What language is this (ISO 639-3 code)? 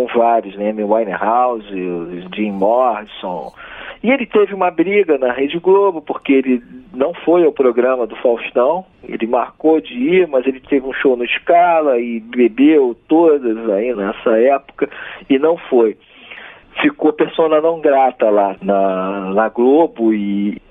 por